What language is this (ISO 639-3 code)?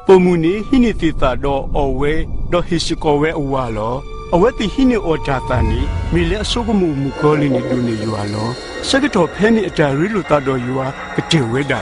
ksw